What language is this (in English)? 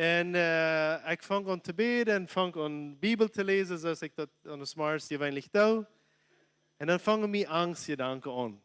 Plautdietsch